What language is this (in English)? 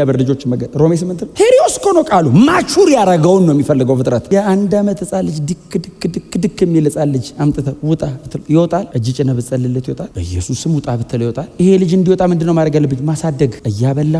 Amharic